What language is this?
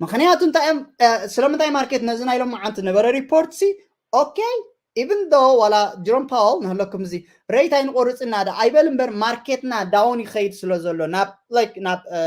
Tigrinya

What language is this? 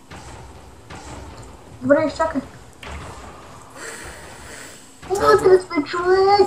Bulgarian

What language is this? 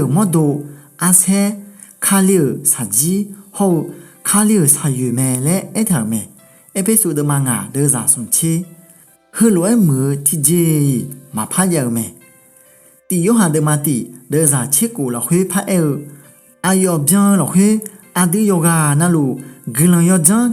Akha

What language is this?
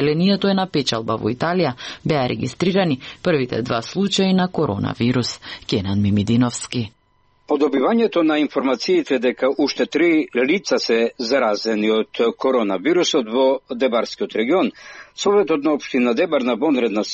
Macedonian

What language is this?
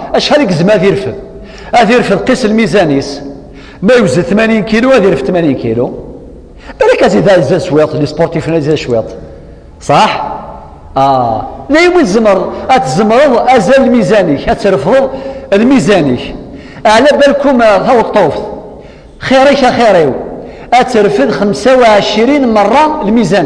Kabyle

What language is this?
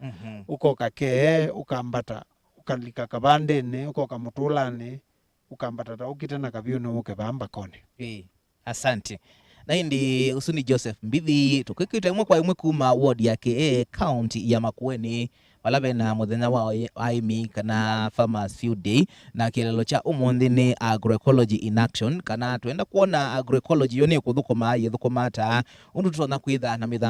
Kamba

